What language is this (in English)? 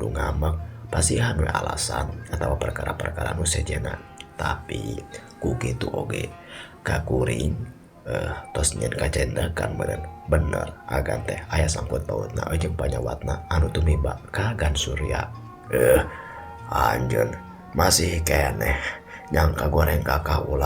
Sundanese